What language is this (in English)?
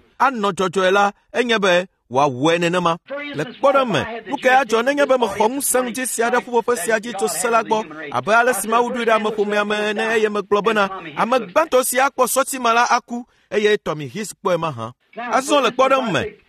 Ewe